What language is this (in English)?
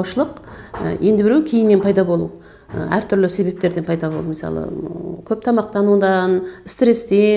Kazakh